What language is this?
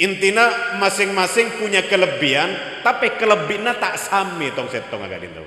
Madurese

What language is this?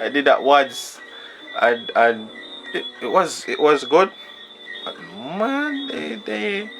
Jamaican Creole English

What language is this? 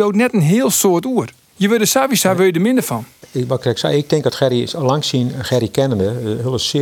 Western Frisian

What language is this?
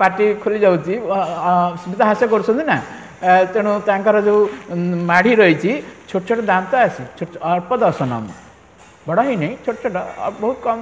Odia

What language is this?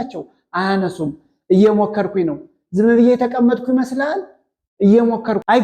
Amharic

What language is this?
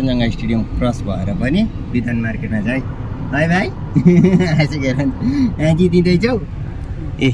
Nepali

